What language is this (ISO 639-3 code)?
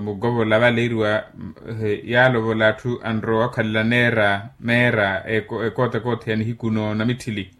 vmw